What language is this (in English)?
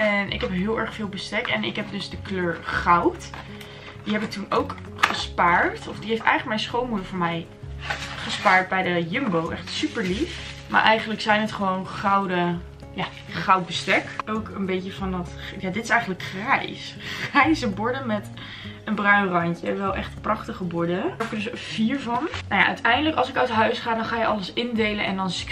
Dutch